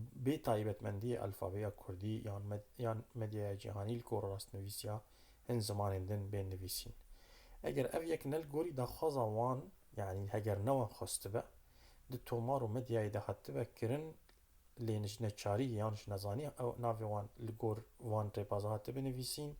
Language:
Kurdish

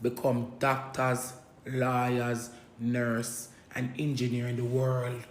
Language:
Jamaican Creole English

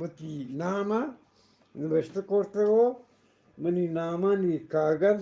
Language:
Eastern Balochi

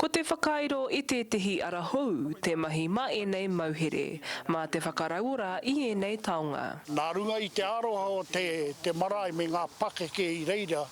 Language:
Māori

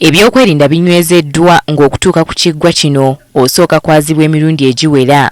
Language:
Ganda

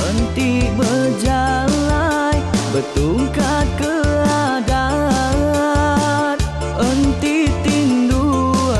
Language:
Iban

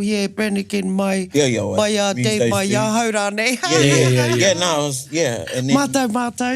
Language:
Māori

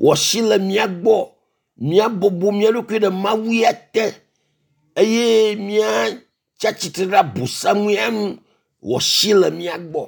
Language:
Ewe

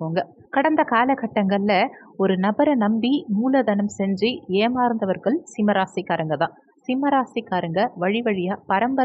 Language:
Tamil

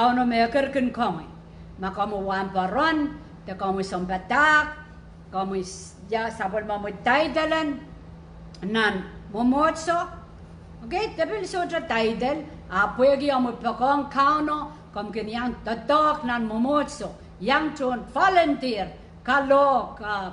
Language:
Pohnpeian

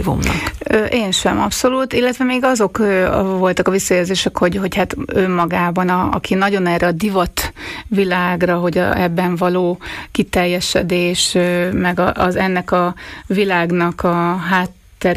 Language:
Hungarian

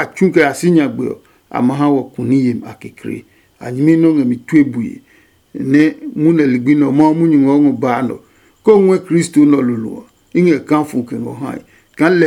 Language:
Adangme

